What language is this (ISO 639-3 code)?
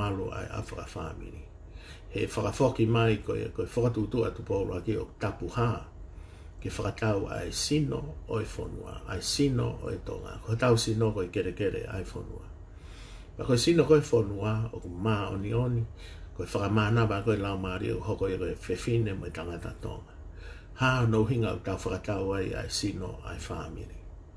ton